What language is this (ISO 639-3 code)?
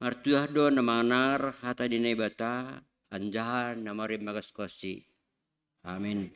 bts